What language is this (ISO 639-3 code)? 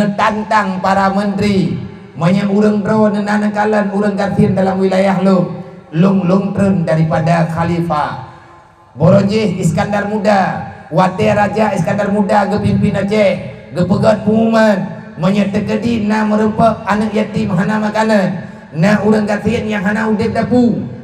ace